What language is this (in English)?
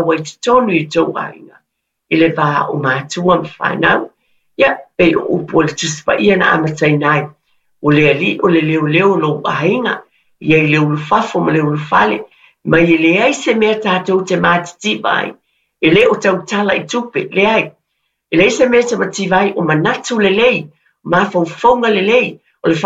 Samoan